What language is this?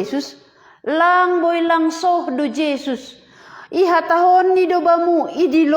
Batak Simalungun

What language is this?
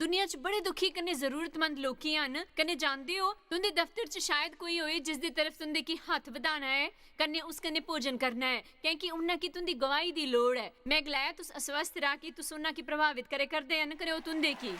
Dogri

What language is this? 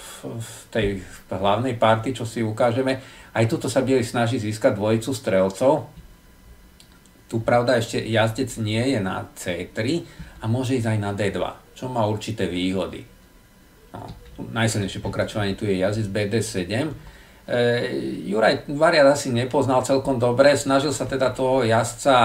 Slovak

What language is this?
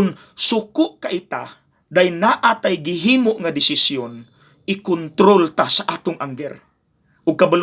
Cebuano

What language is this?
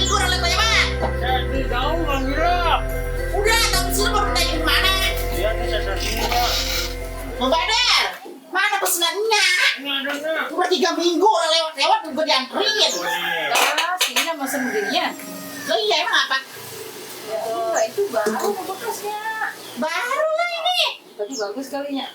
Betawi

